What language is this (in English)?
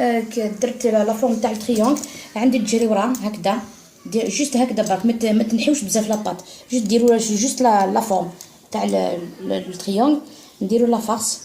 Algerian Arabic